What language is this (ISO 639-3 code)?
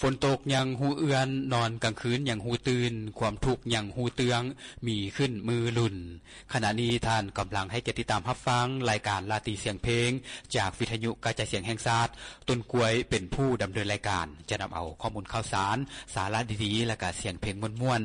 lao